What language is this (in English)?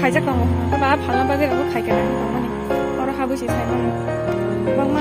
Kok Borok